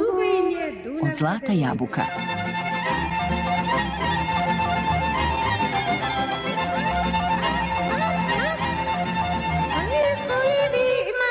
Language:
Serbian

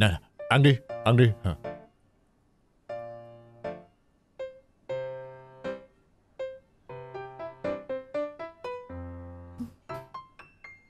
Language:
Vietnamese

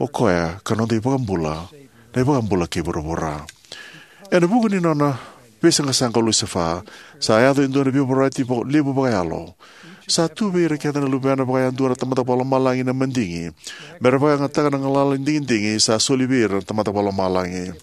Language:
Fijian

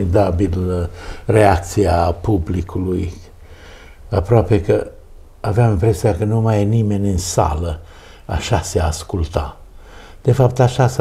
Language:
Romanian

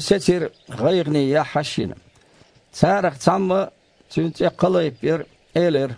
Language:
Chechen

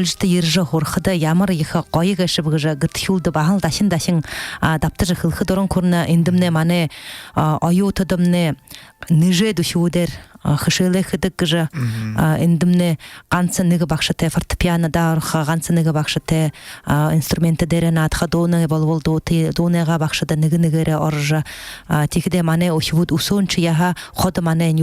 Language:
Buriat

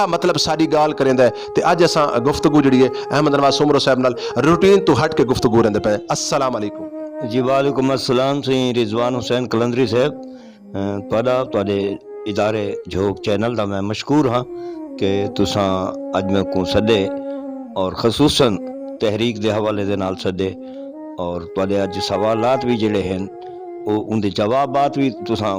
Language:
Saraiki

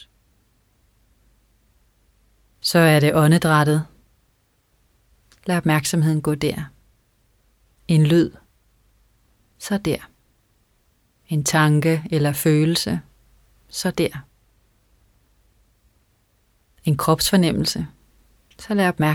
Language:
Danish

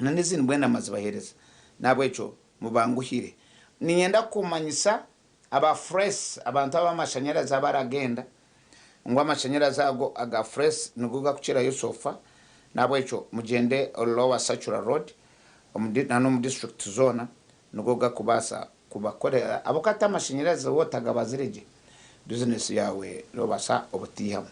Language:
Nyankole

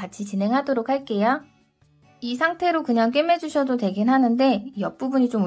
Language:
Korean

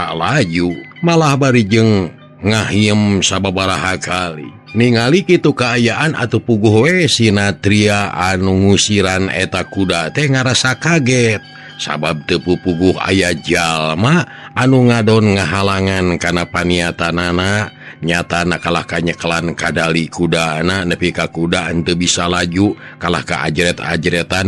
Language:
Sundanese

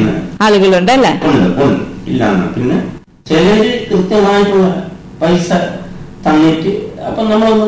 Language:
Malayalam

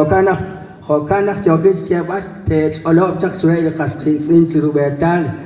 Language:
Kekchí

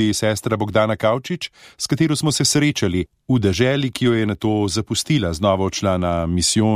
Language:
Slovenian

